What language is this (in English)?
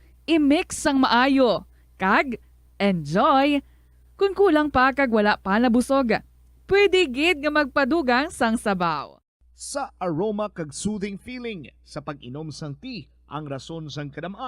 Hiligaynon